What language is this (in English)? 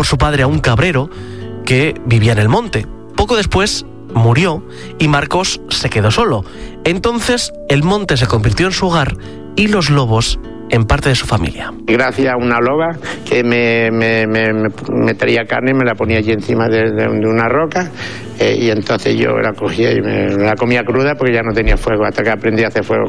Spanish